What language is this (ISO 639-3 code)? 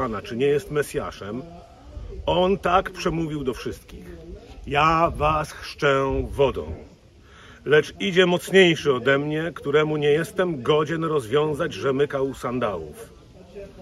pol